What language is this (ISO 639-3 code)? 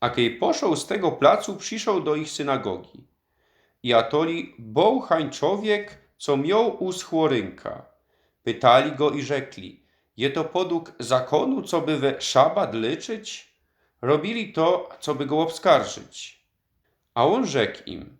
szl